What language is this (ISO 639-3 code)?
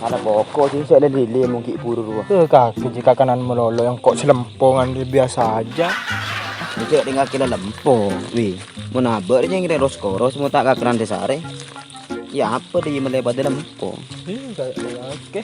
mad